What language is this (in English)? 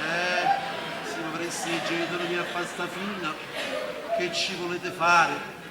Neapolitan